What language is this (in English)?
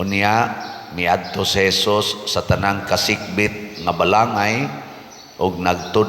Cebuano